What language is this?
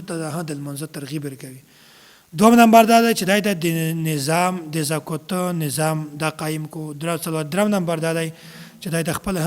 Pashto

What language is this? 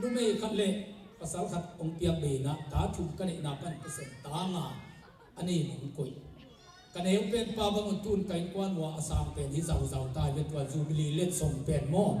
Tedim Chin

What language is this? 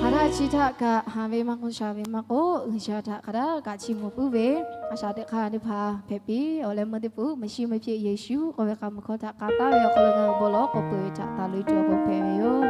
Lahu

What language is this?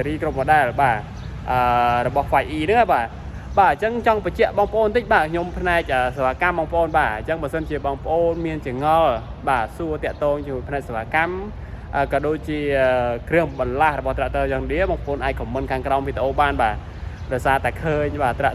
Khmer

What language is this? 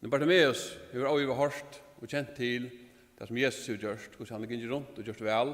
Faroese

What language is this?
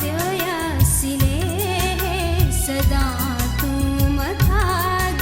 Newari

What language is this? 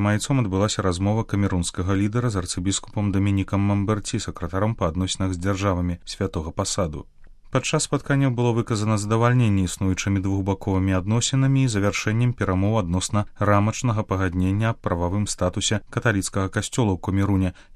Belarusian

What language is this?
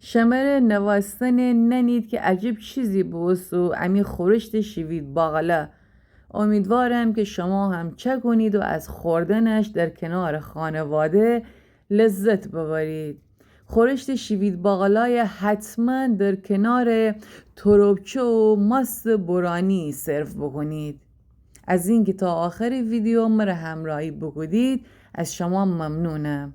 Gilaki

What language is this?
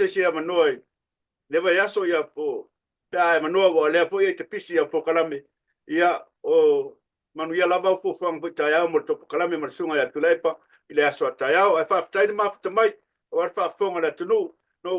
Samoan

